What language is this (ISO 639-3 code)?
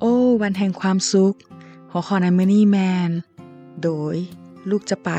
lao